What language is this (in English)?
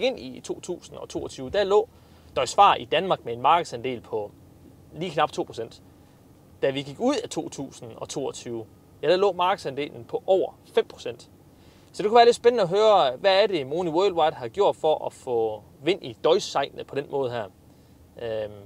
Danish